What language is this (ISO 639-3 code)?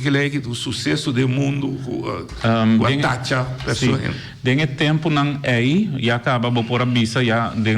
pap